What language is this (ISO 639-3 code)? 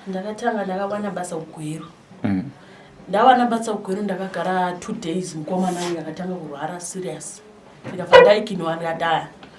sna